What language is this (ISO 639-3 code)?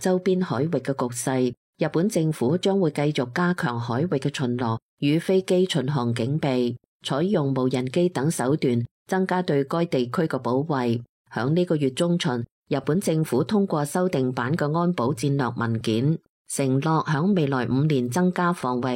yue